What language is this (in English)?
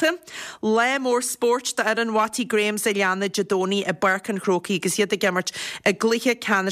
Irish